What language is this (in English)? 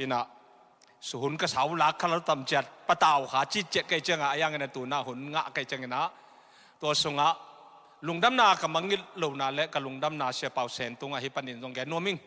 Tedim Chin